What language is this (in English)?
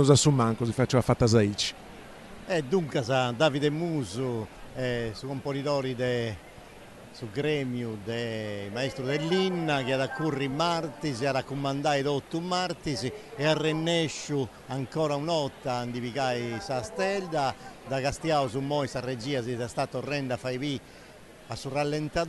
Sardinian